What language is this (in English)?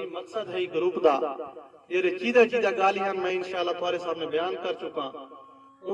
Saraiki